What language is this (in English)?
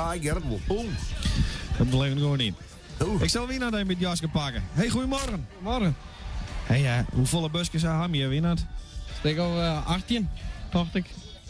Western Frisian